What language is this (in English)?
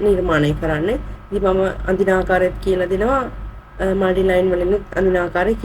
Sinhala